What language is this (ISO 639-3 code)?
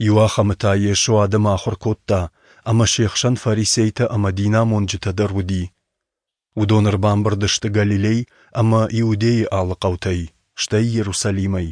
oss